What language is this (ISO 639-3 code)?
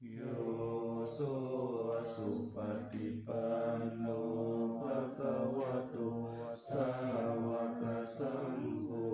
pli